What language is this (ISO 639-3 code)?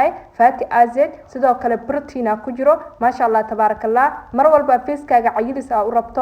som